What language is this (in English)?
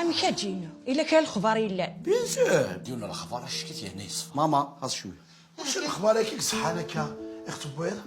Kabyle